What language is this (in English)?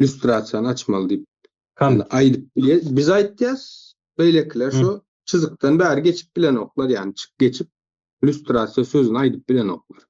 Turkmen